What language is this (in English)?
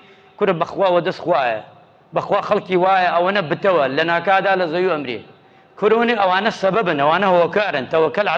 Central Kurdish